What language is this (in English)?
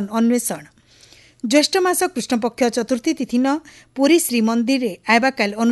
Odia